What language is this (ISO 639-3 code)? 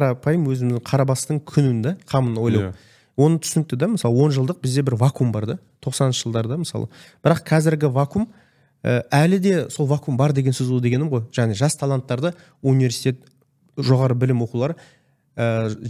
kaz